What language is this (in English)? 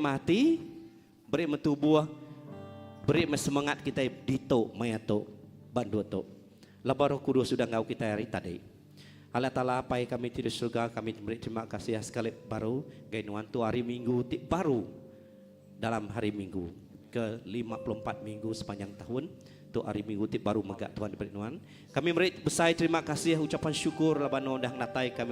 Iban